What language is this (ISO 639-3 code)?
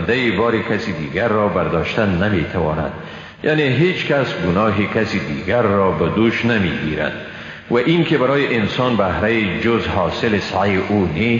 fas